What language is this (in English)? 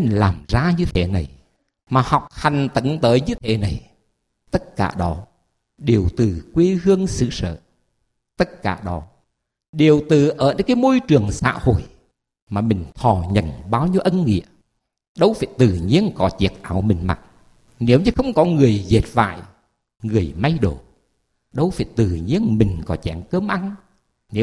Vietnamese